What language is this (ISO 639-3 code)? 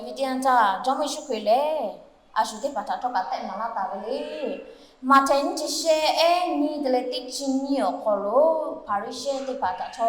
lhu